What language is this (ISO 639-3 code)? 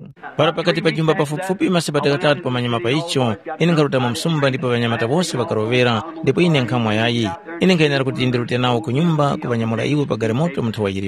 tum